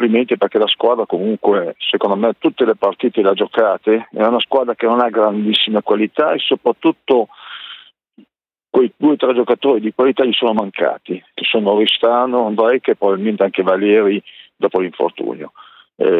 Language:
Italian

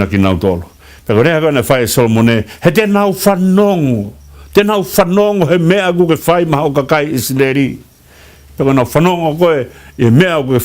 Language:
Tongan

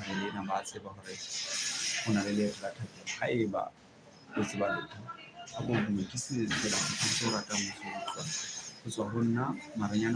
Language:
Southern Sotho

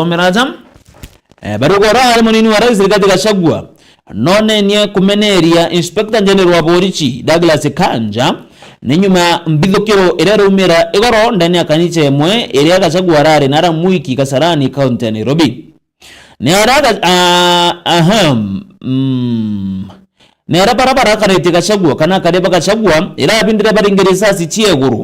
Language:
Meru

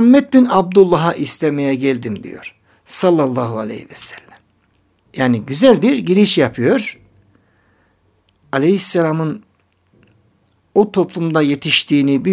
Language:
Turkish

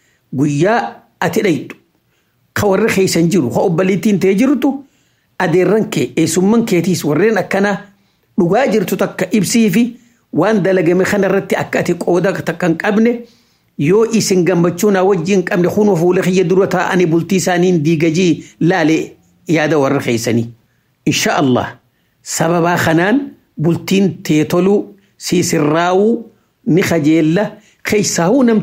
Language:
Oromo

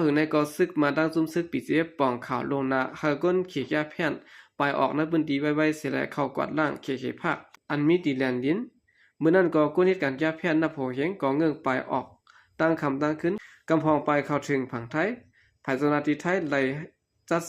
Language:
Shan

